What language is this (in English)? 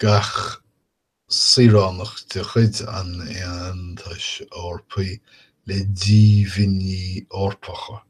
Irish